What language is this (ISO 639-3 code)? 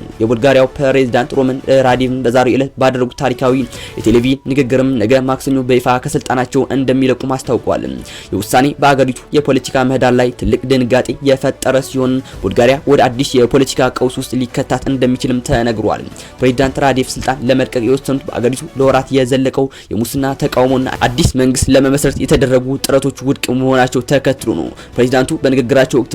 amh